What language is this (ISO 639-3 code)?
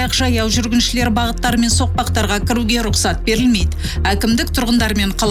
kaz